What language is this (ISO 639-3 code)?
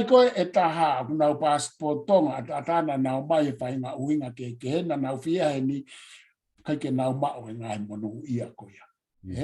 ton